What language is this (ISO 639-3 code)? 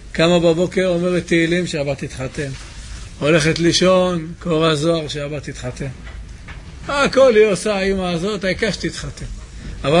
heb